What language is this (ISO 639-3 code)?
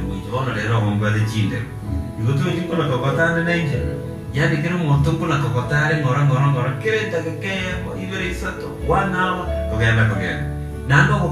guz